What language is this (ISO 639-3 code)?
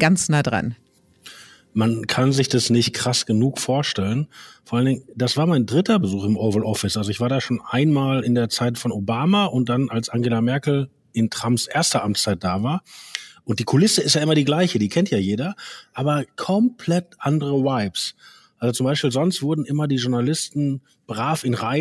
deu